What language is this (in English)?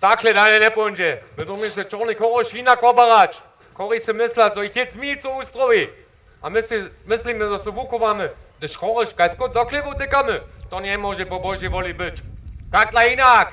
Upper Sorbian